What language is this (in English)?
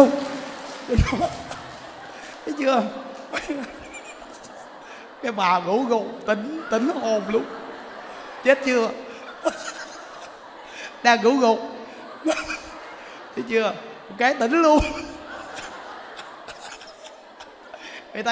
Vietnamese